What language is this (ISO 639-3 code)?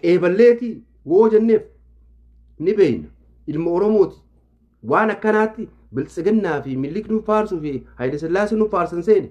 orm